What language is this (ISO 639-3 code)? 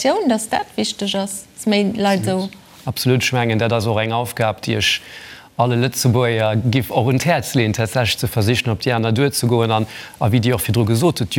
ltz